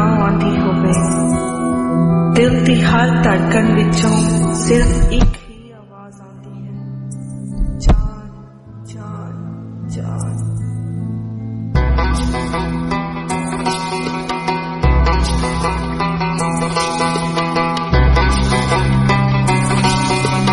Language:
Punjabi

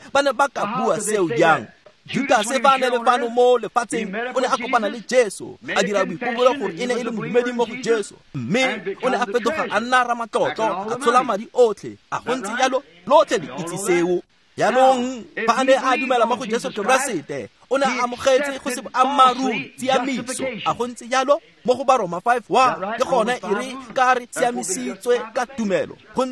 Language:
Tswana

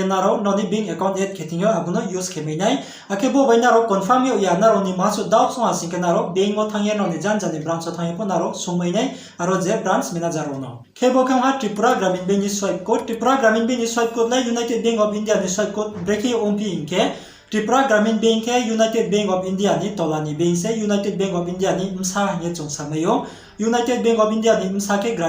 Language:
Riang (India)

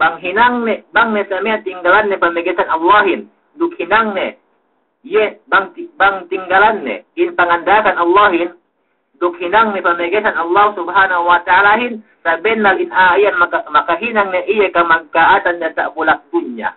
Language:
Yakan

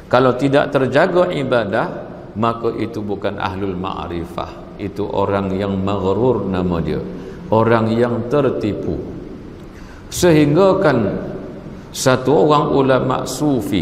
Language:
Malay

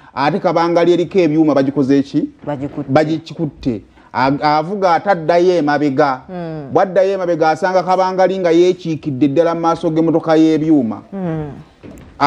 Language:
Ganda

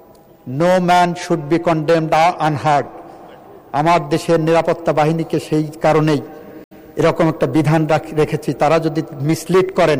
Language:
Bangla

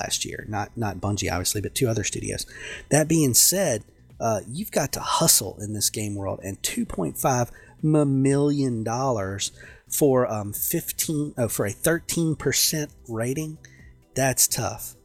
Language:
English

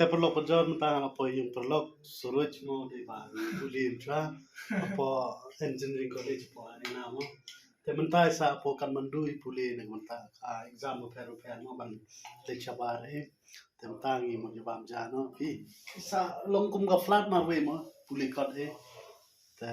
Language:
Khasi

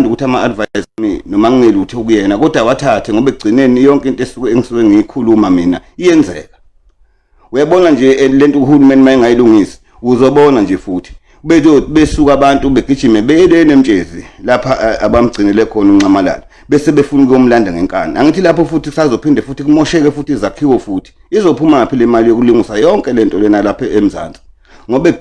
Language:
Zulu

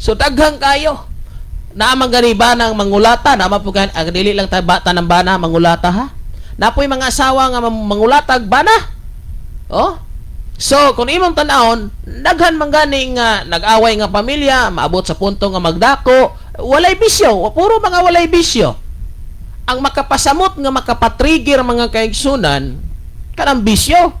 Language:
Cebuano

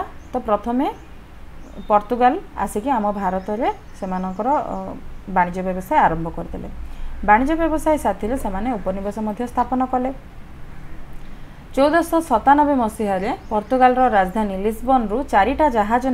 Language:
Odia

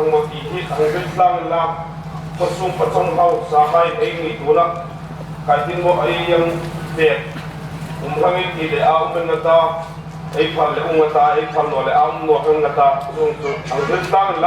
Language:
Hmar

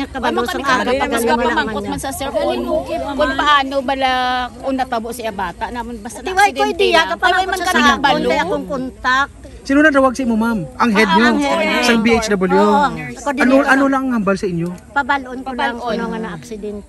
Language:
Hiligaynon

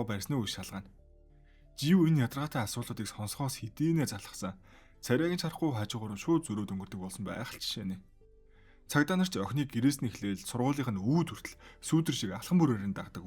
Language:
Mongolian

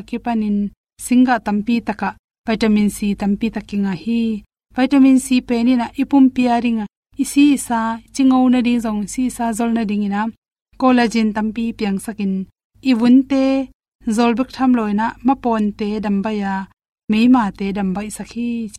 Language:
Tedim Chin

